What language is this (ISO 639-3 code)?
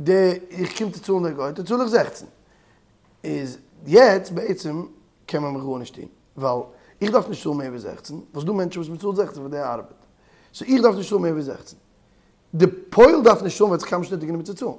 yid